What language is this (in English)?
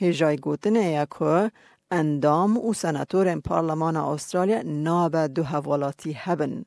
Kurdish